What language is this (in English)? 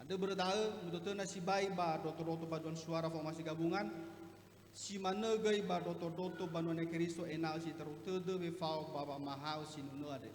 Nias